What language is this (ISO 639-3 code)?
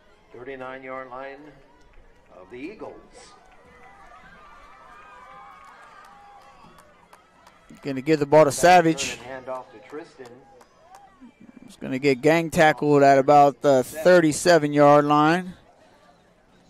eng